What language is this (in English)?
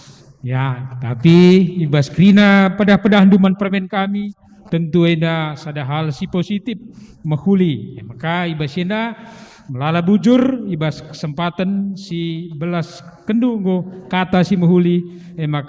Batak Karo